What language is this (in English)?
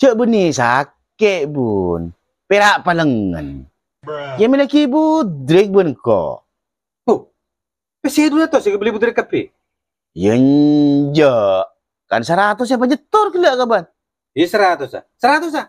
Madurese